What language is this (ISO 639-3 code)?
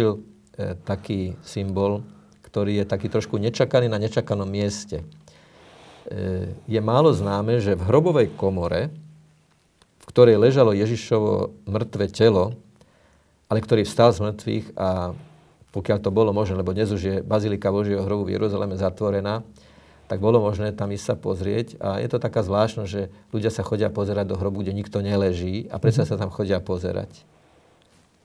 slk